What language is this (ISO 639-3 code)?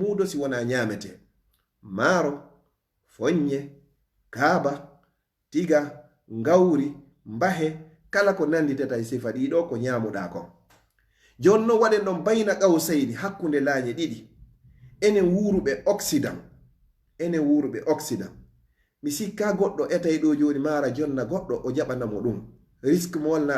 ful